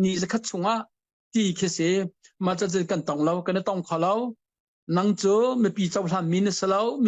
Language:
Hakha Chin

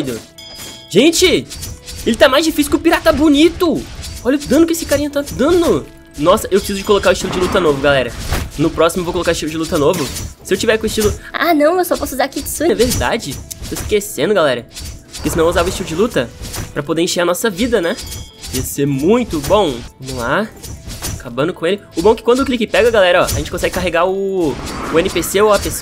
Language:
Portuguese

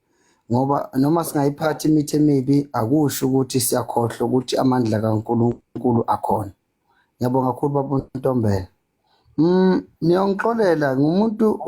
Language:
Zulu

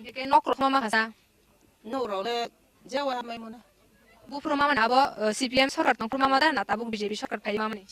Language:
Kok Borok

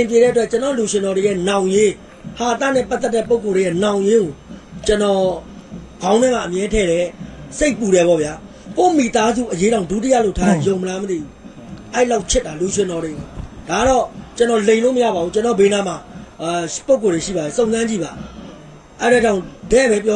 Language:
Burmese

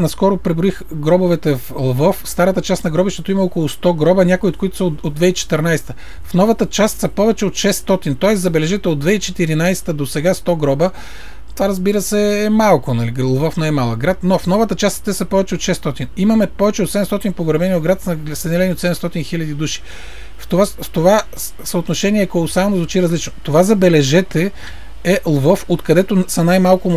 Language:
Bulgarian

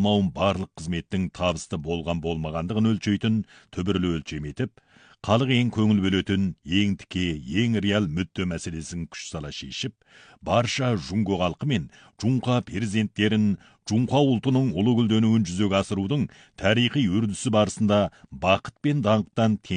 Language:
Kazakh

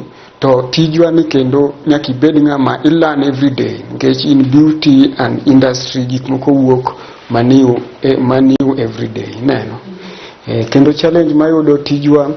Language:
Luo (Kenya and Tanzania)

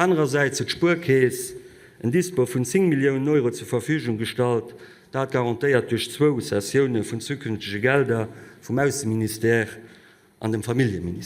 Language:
Luxembourgish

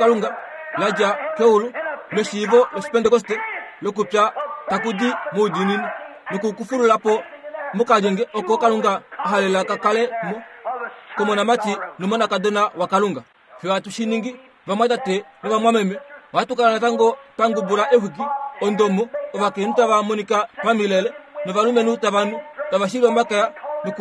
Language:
Kuanyama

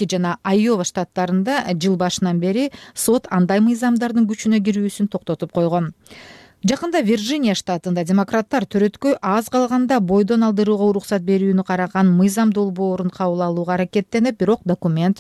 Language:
Kyrgyz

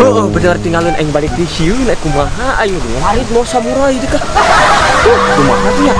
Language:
Sundanese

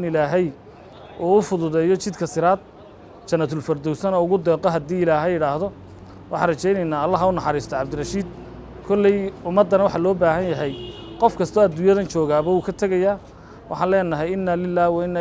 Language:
Somali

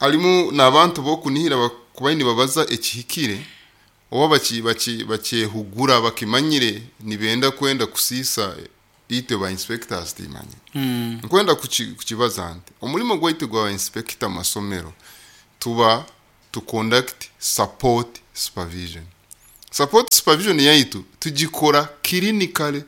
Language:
Nyoro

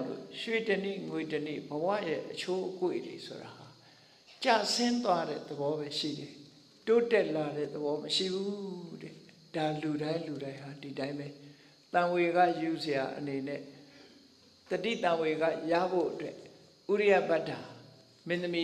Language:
Burmese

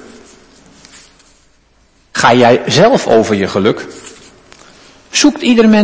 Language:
Dutch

